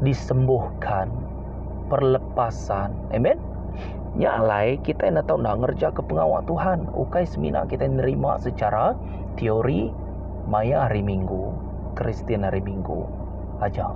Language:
Iban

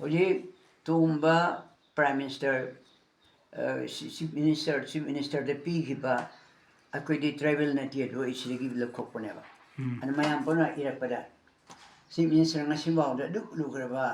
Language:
Manipuri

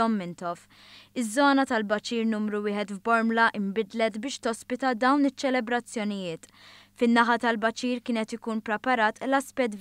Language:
Maltese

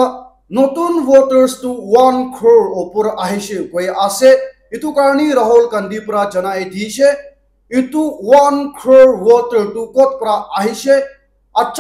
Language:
Naga Pidgin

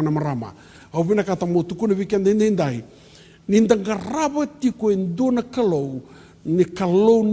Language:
Fijian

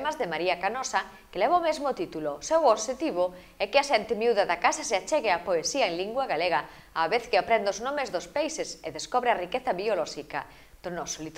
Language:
Galician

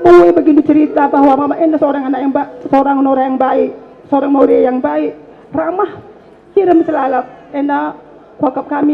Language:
Batak Karo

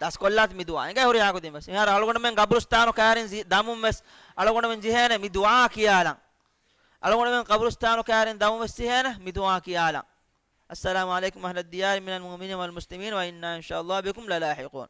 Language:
Divehi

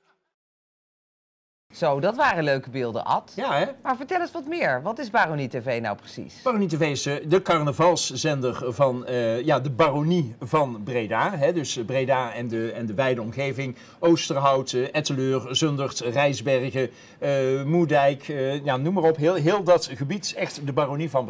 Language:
Dutch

